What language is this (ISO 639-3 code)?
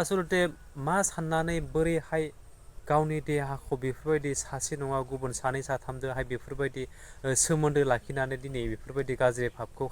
brx